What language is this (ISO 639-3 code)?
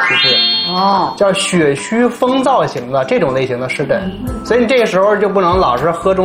zho